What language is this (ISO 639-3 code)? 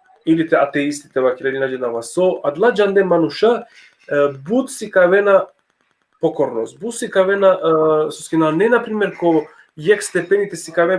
rmn